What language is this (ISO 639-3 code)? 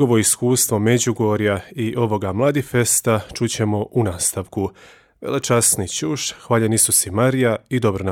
hrv